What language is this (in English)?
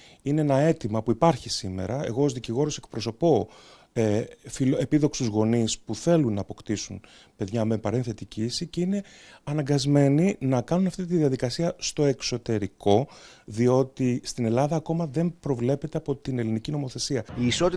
Greek